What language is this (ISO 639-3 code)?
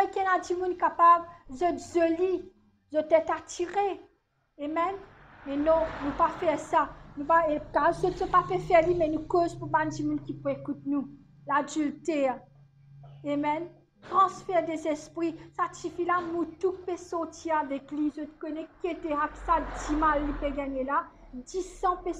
mfe